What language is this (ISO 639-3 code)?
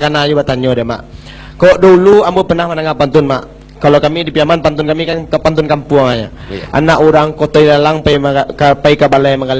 min